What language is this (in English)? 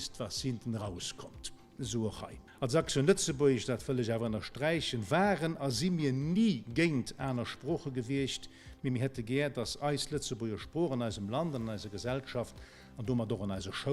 Luxembourgish